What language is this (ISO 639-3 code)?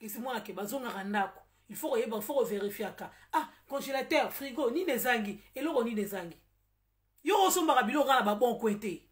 lin